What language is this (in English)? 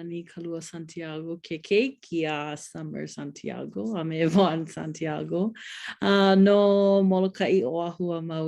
Hawaiian